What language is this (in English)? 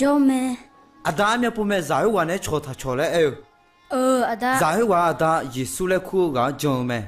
Akha